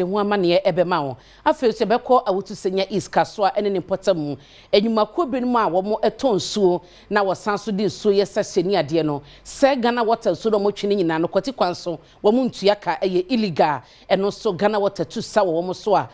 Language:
Akan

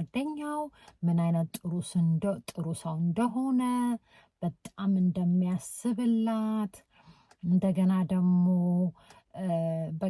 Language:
Amharic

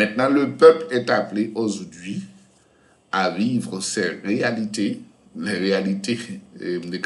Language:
Haitian Creole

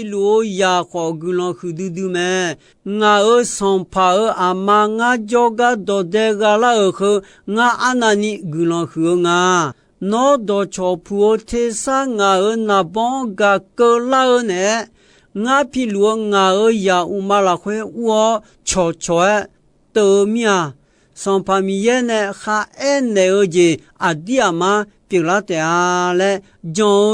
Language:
Akha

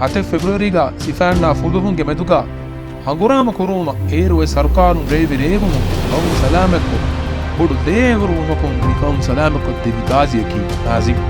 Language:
Divehi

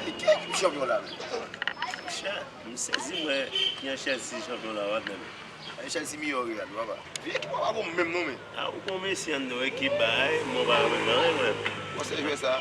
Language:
Haitian Creole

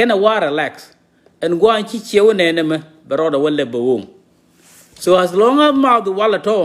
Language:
Nuer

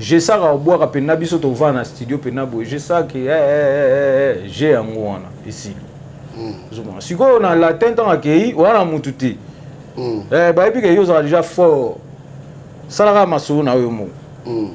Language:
Lingala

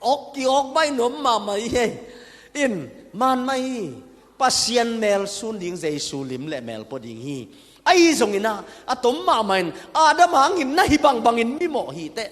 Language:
Tedim Chin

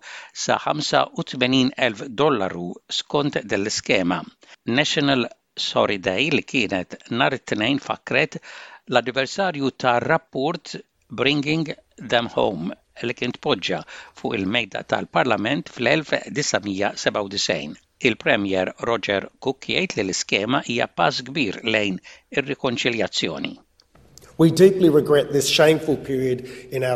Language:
Maltese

